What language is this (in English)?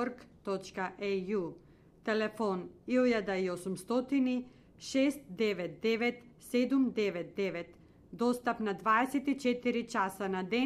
Macedonian